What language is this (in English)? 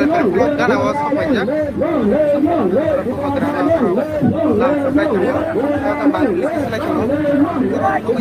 Kok Borok